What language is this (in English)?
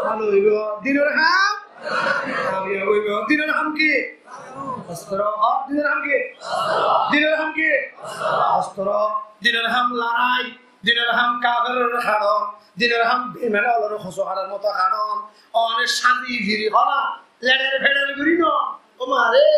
Rohingya